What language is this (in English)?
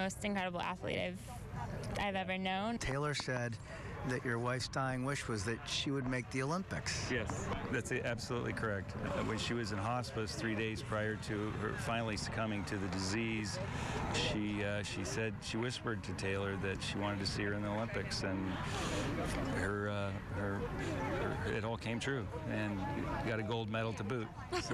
English